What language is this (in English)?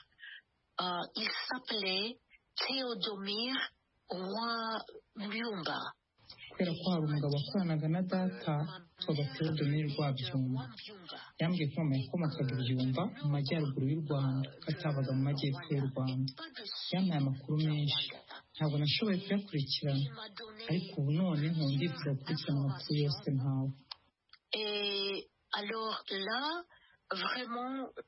Kinyarwanda